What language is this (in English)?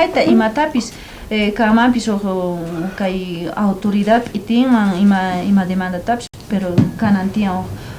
South Bolivian Quechua